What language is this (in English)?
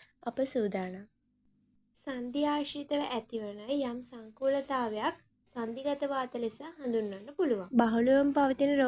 Sinhala